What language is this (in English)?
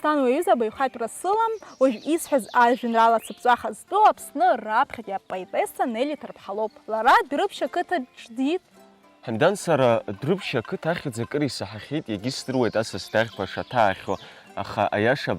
Abkhazian